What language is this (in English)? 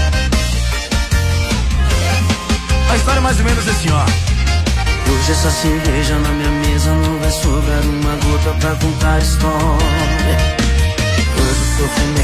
Portuguese